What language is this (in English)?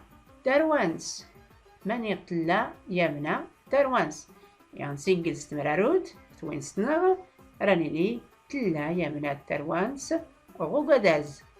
Tachelhit